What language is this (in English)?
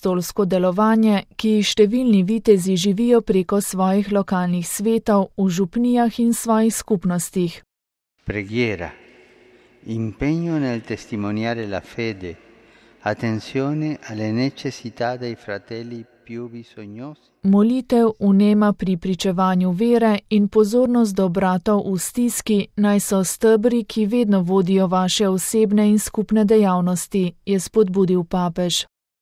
Slovenian